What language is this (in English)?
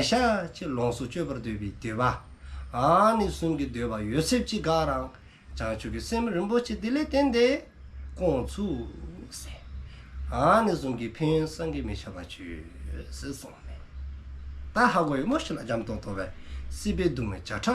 Dzongkha